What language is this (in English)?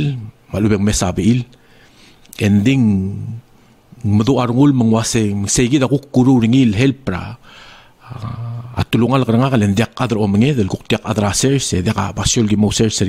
Palauan